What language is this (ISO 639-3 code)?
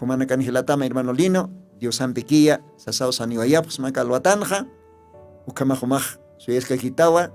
aym